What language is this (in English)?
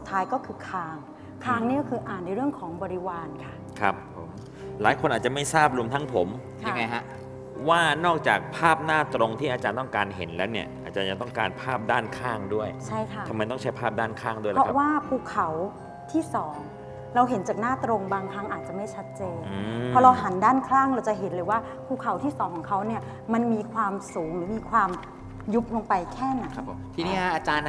Thai